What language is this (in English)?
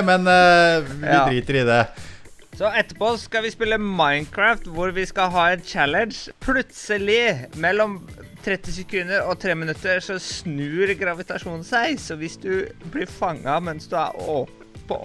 Norwegian